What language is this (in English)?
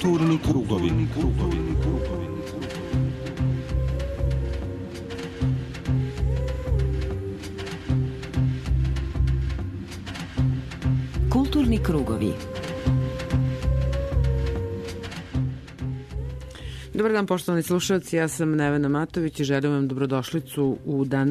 Serbian